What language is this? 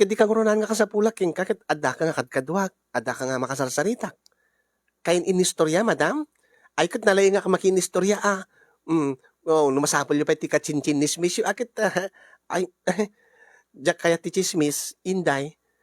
Iloko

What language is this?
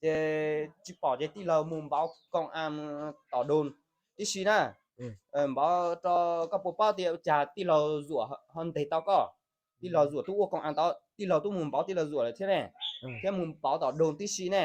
Hmong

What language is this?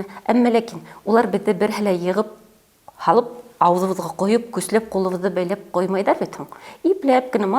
Bashkir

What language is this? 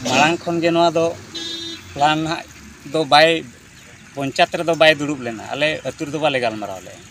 Santali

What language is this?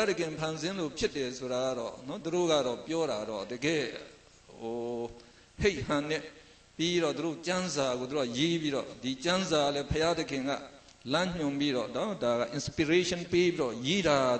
Burmese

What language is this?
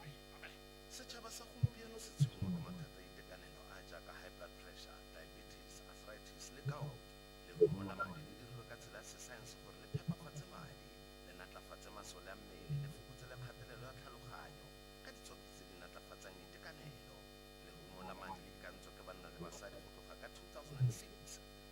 Tswana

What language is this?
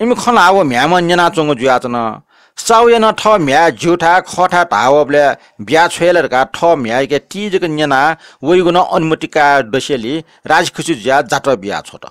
Newari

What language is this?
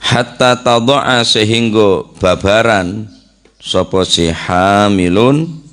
Madurese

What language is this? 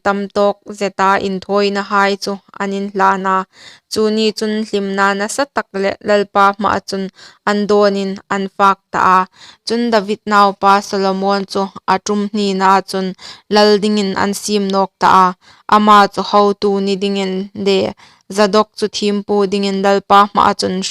Hmar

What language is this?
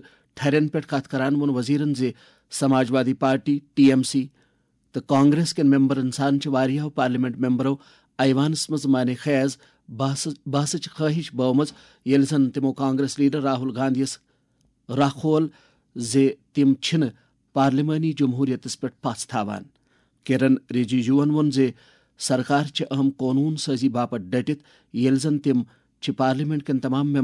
Kashmiri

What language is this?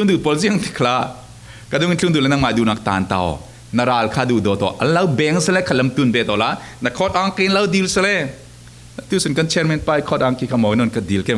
Falam Chin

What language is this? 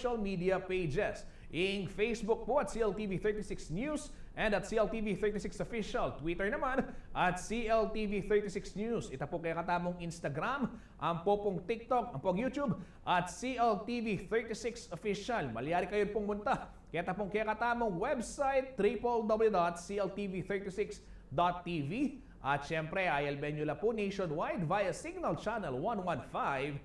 Pampanga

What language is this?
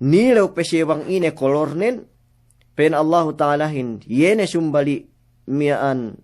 Yakan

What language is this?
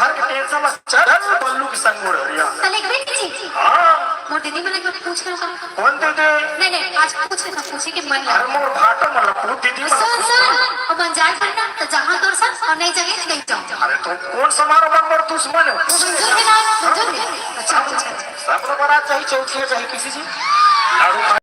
Chhattisgarhi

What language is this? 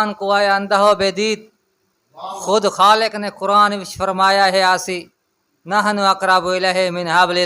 Saraiki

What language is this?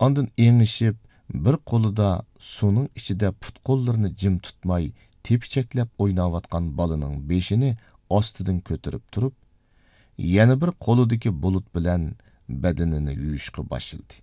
Uyghur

